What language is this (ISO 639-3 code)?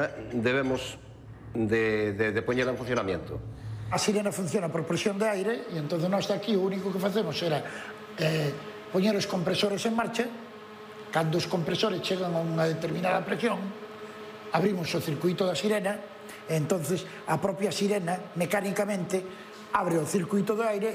glg